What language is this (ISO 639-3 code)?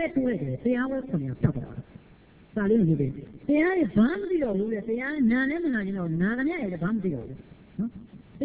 mya